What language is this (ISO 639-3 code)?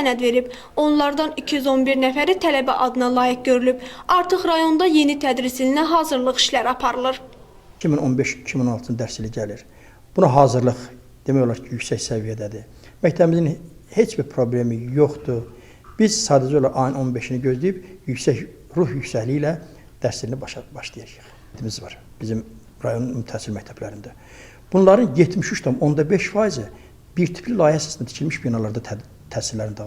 aze